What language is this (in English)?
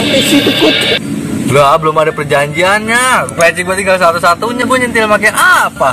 Betawi